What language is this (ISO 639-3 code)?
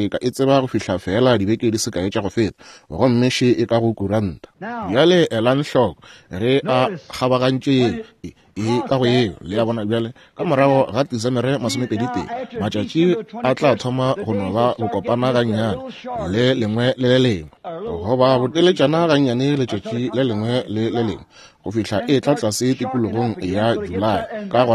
nso